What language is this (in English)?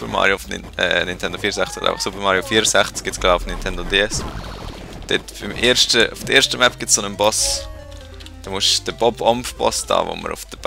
Swiss German